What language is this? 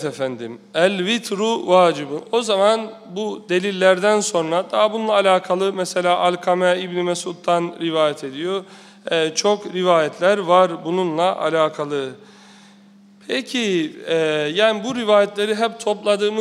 Turkish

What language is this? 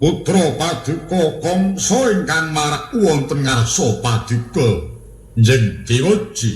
Javanese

